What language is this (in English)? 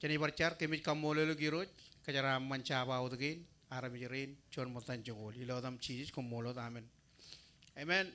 Marshallese